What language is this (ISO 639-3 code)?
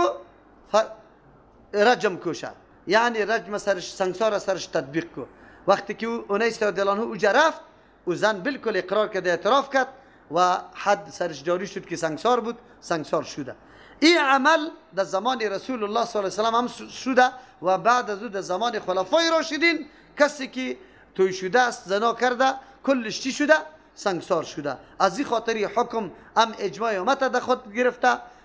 fas